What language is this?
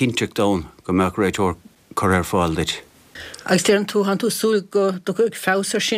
Irish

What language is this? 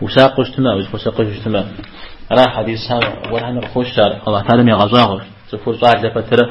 Kabardian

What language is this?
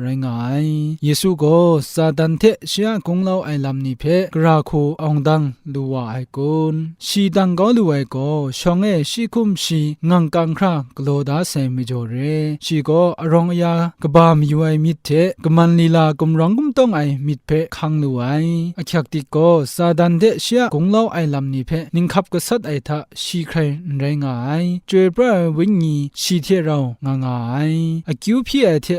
Kachin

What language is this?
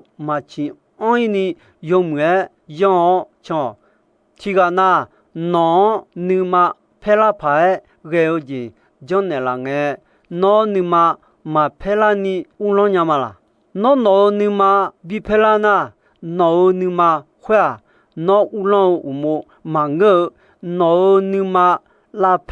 Akha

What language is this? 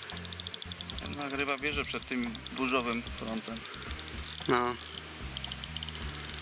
Polish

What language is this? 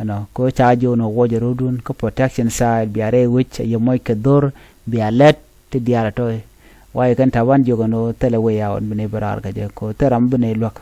Nuer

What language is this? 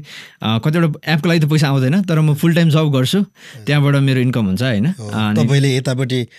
Nepali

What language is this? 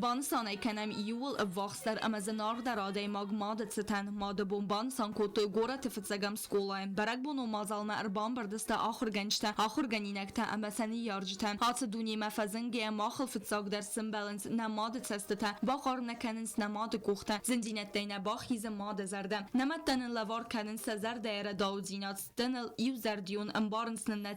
Ossetic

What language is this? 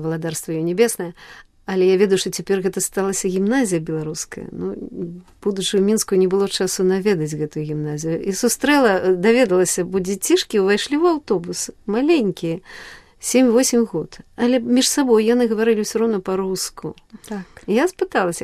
Belarusian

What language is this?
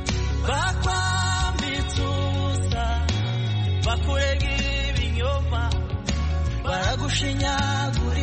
Kinyarwanda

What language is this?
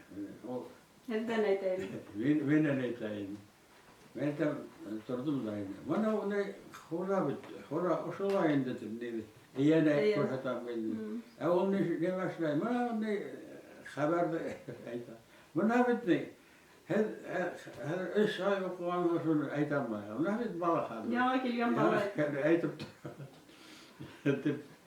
Bashkir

